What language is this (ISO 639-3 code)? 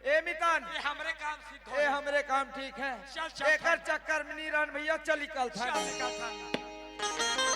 hne